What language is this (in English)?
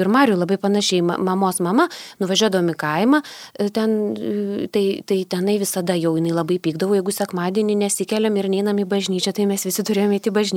Lithuanian